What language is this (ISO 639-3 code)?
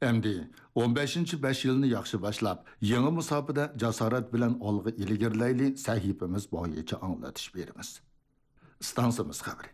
uig